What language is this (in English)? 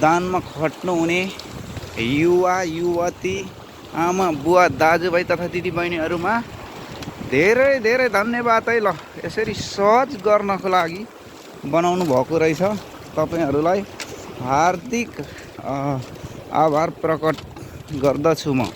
Nepali